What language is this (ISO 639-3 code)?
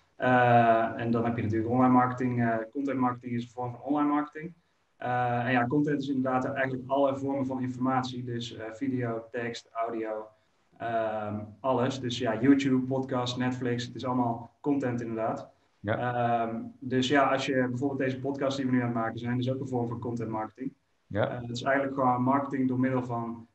nld